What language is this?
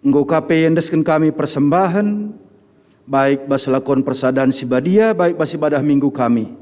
Batak Karo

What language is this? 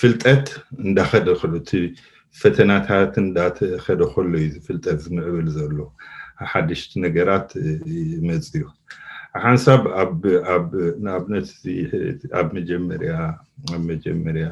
Tigrinya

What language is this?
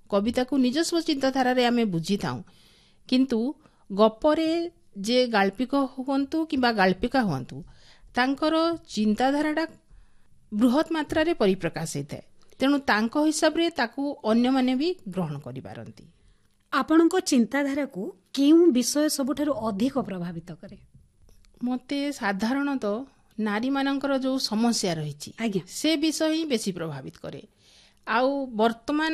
Odia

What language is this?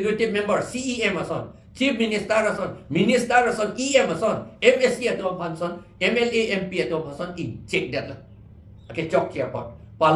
Karbi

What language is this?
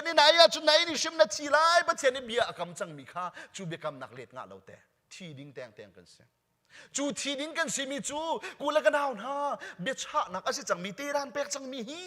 Hakha Chin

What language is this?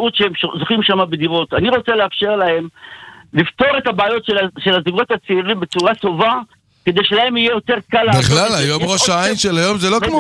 Hebrew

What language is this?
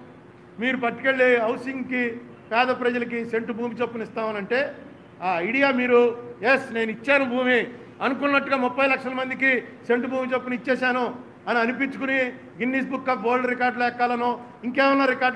Telugu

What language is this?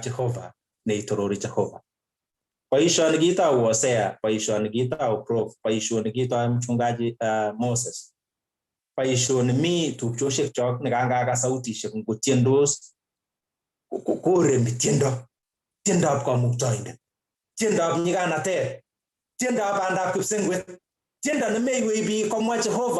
Kalenjin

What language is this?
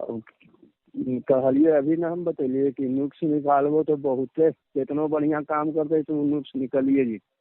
Magahi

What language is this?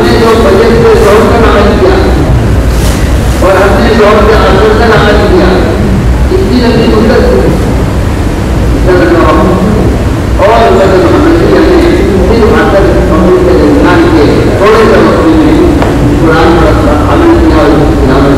Urdu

